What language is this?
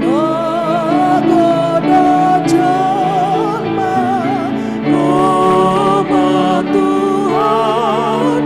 Batak Toba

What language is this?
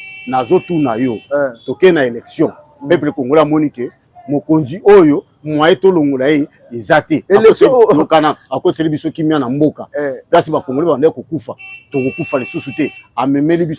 Lingala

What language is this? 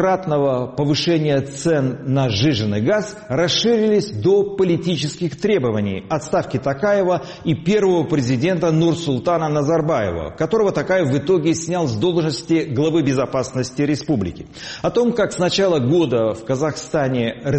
Russian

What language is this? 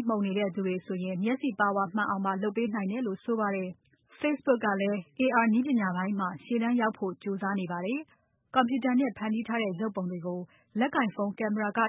Burmese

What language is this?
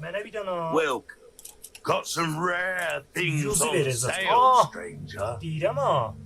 South Azerbaijani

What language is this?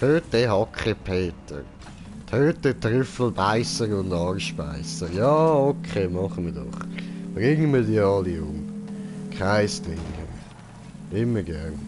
Swiss German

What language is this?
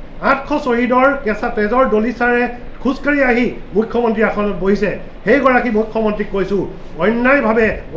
Assamese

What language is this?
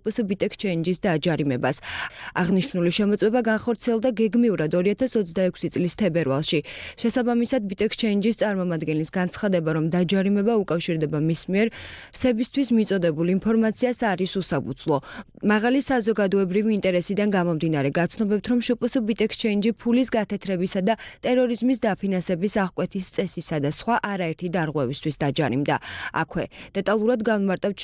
Georgian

